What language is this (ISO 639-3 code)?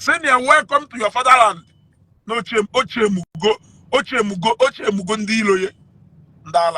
ibo